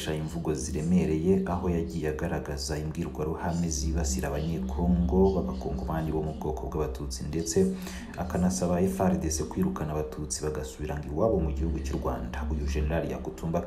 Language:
Kinyarwanda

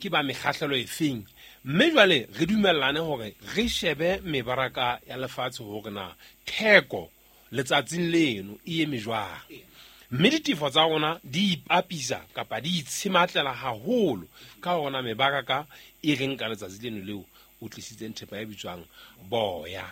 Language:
Southern Sotho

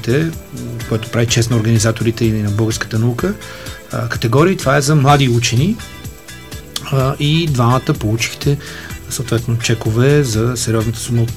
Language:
Bulgarian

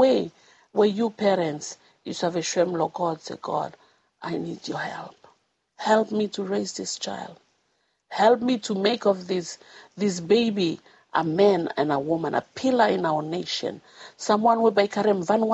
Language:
Bislama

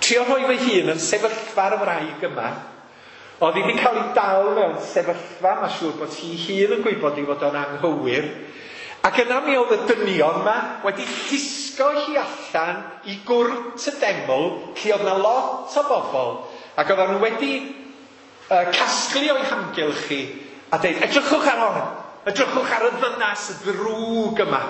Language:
Welsh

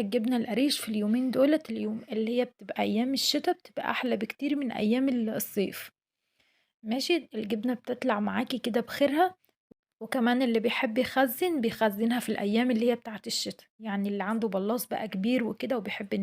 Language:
Egyptian Arabic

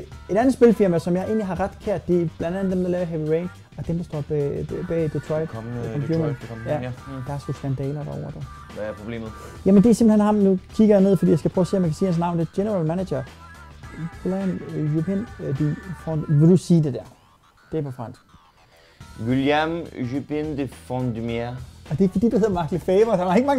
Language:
Danish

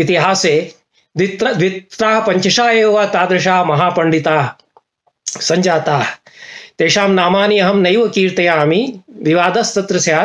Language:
Sanskrit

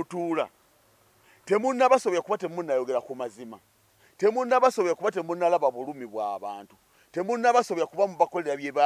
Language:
Ganda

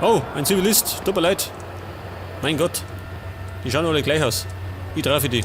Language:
Bavarian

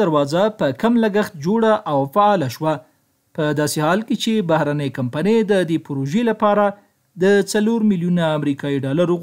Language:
Pashto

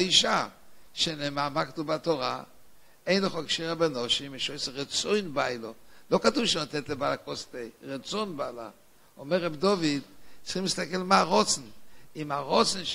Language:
Hebrew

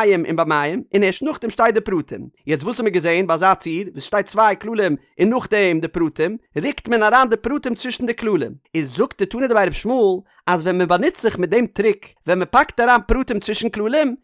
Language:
Yiddish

